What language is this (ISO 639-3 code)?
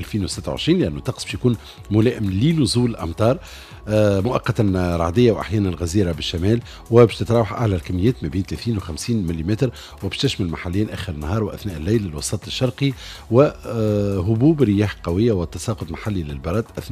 aeb